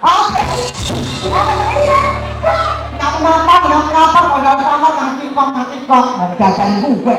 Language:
Betawi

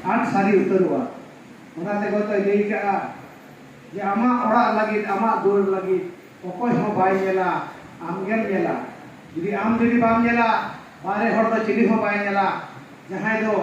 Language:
Santali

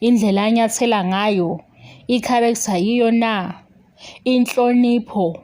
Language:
Zulu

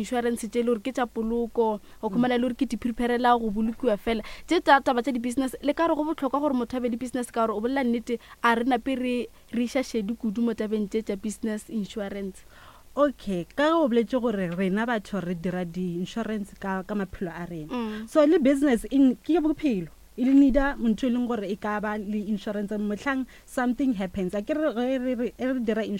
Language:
Northern Sotho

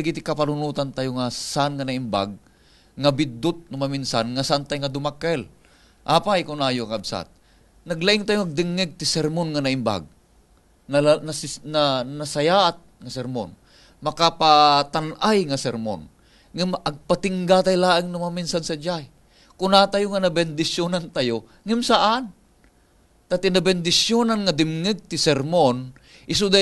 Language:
Iloko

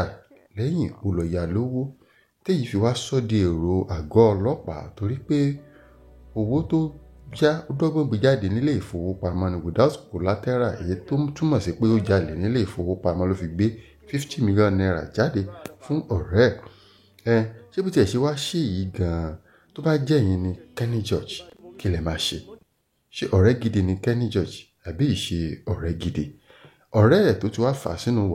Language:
Yoruba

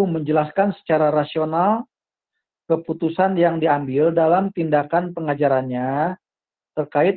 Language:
Indonesian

